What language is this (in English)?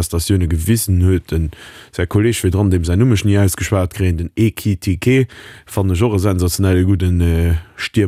Luxembourgish